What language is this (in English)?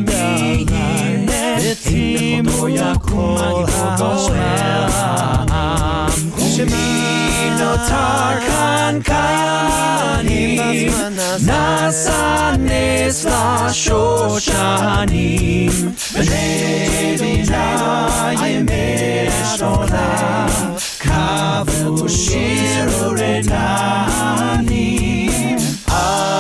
Hebrew